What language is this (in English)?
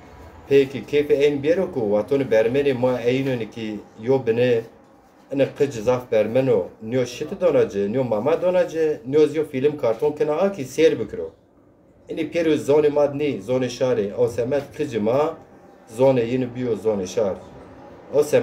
Zaza